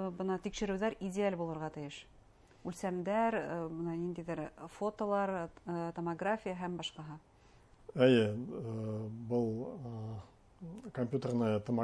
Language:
Bashkir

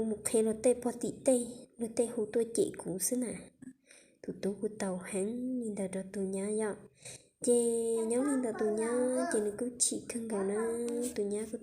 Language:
Hmong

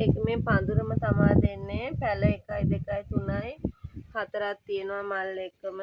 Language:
Sinhala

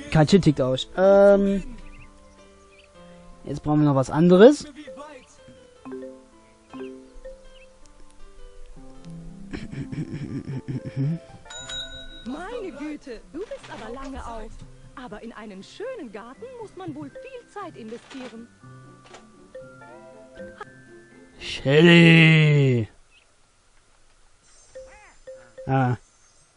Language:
German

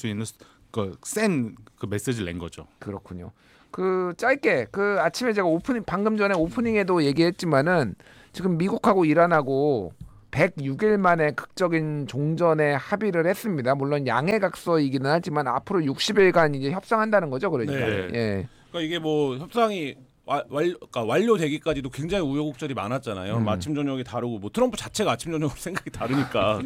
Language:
Korean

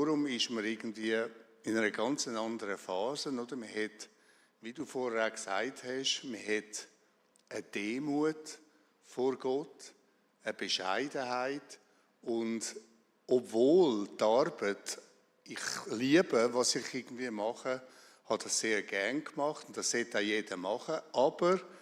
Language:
Swiss German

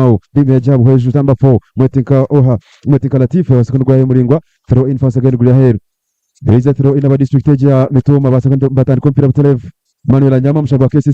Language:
Nyankole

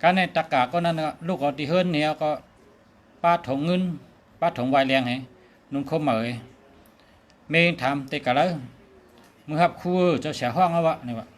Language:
Shan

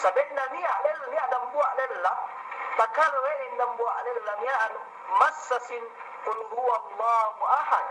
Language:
Yakan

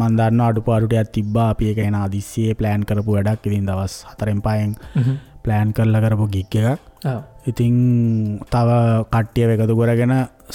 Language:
Sinhala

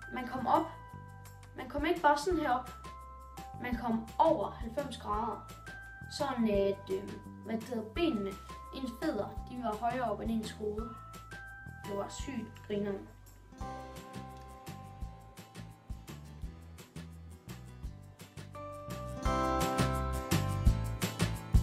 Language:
Danish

